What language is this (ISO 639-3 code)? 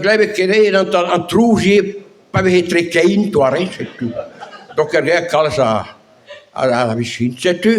bre